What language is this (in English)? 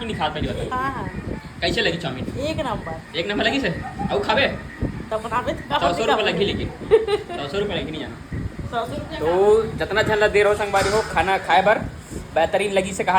Chhattisgarhi